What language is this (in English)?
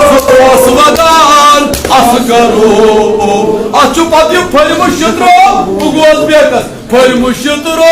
Kashmiri